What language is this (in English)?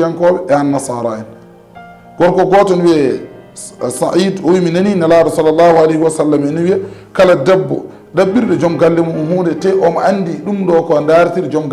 Fula